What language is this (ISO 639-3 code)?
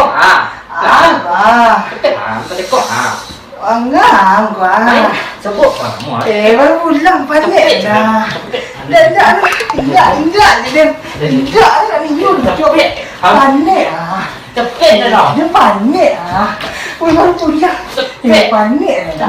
min